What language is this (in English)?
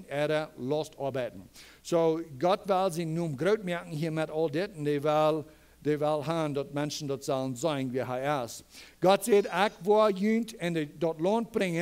Plautdietsch